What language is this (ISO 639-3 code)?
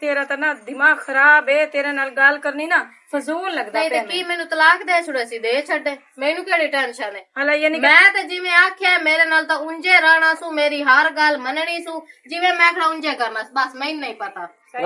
lah